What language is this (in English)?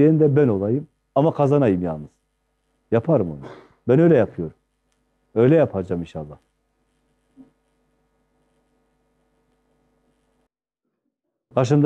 Turkish